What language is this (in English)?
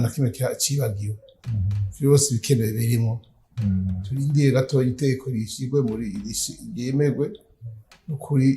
Rundi